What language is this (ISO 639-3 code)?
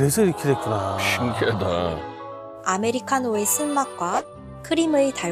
kor